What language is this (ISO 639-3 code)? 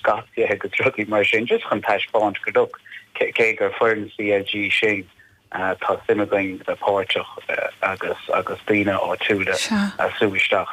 gle